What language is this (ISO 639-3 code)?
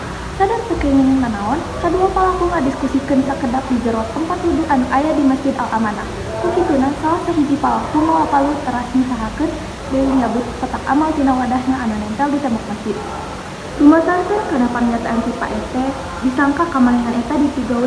sun